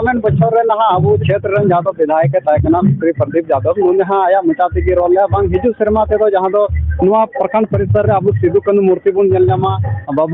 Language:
Santali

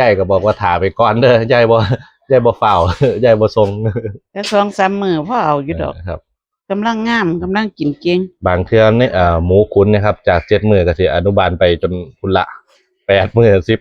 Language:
Northeastern Thai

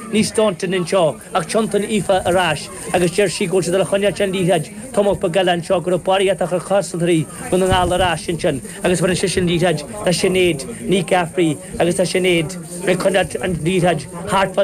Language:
Irish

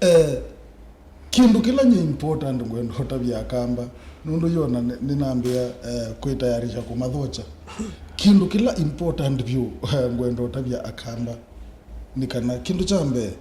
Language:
Kamba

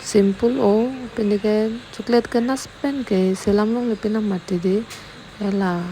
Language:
Karbi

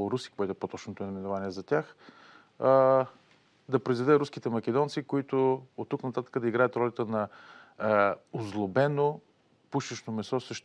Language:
Bulgarian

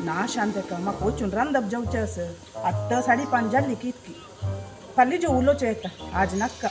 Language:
Konkani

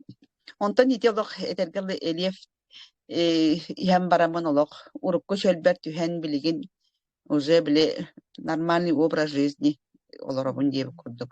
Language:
Yakut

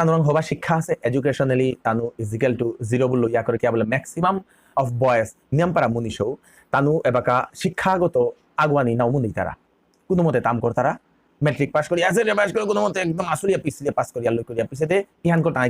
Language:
Bishnupriya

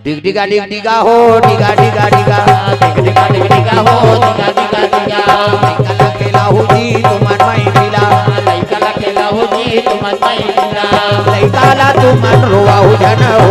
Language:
Chhattisgarhi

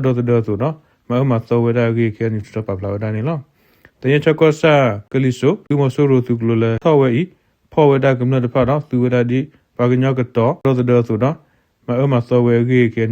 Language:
S'gaw Karen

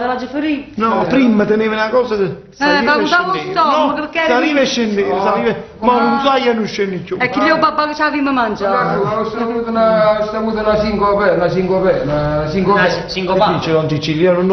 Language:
Neapolitan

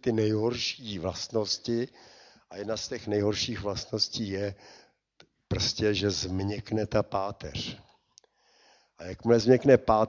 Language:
Czech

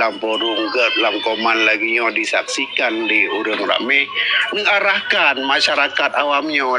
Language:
Achinese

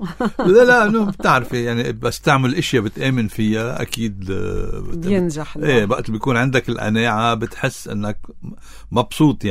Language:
North Levantine Arabic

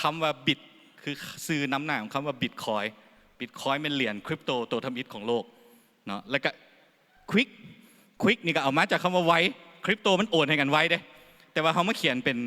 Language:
Lao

